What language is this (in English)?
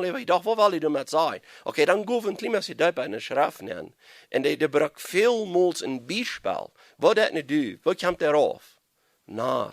Plautdietsch